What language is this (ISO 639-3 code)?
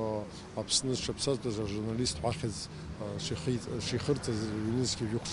abk